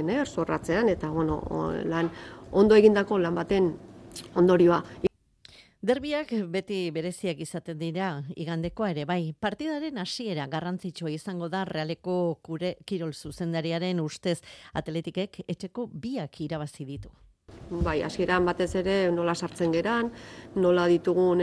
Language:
Basque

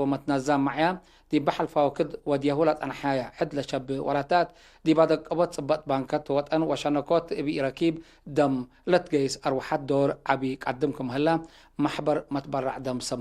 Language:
Tigre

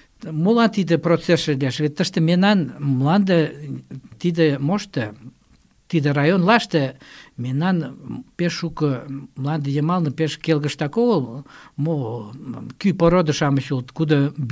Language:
Mari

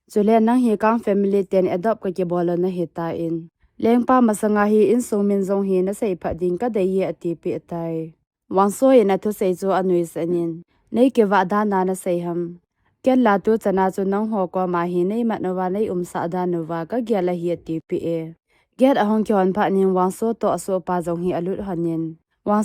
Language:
Thado Chin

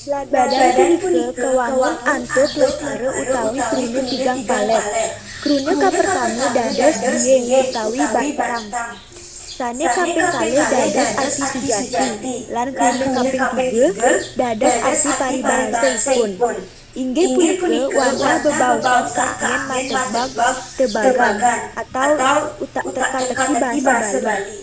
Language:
Balinese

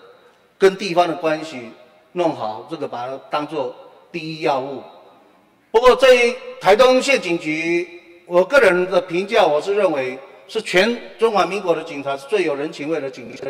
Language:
Chinese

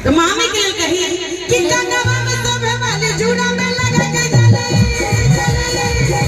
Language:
Maithili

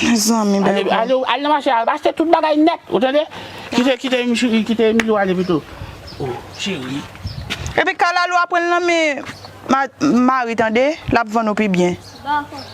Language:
Haitian Creole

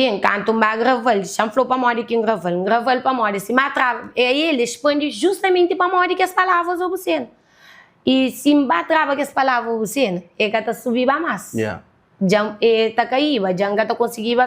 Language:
Kabuverdianu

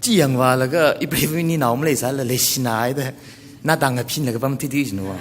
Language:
Tangkhul Naga (India)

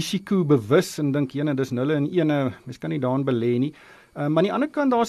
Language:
Afrikaans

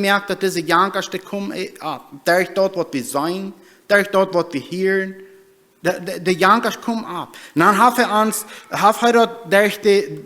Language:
Plautdietsch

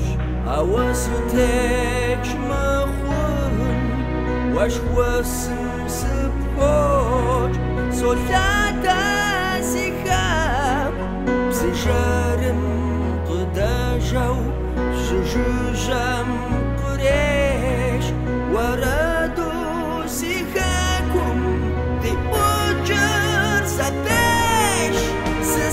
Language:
Kabardian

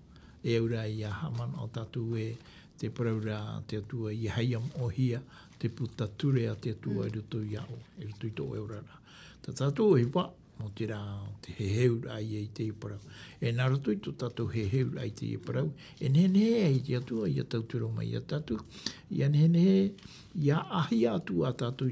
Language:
Tahitian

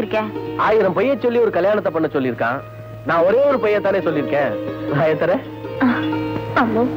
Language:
Tamil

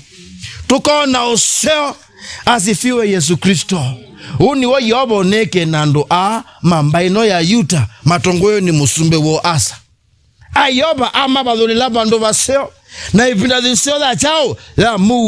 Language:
Kamba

